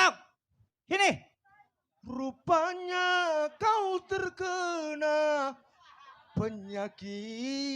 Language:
Betawi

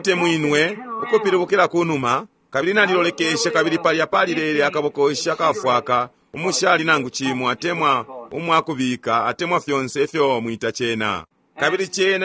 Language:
Bemba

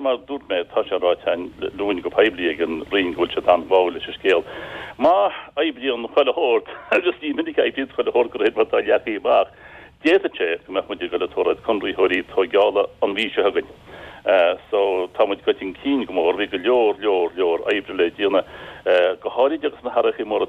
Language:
Irish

